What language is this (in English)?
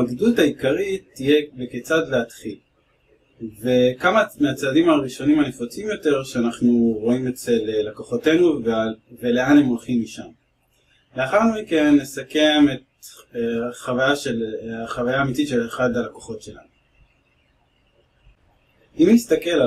Hebrew